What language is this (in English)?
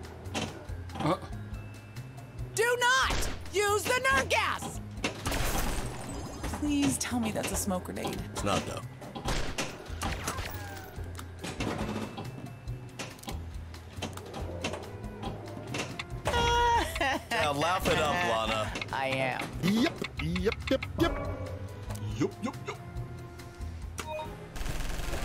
English